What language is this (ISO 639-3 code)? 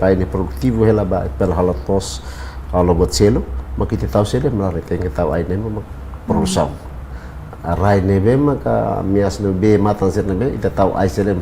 tet